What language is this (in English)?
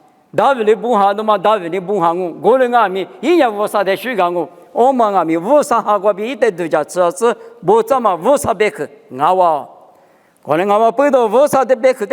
Lisu